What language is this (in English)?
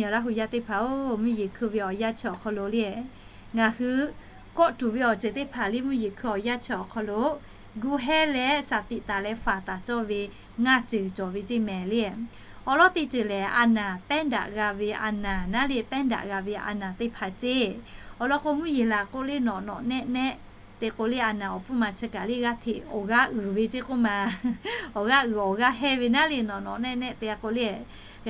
Lahu